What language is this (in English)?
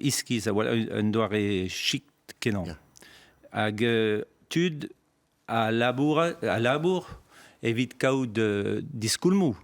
Breton